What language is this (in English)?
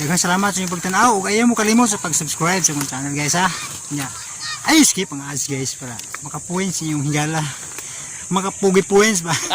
Cebuano